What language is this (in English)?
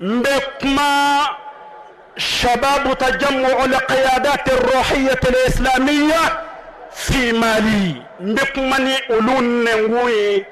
Bambara